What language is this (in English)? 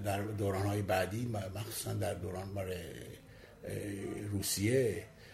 Persian